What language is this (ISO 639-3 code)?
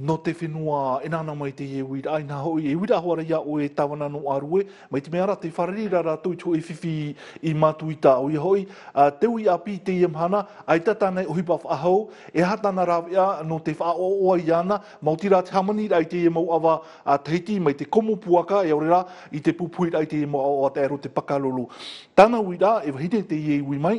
tah